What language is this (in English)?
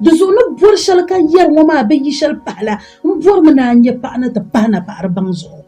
Dagbani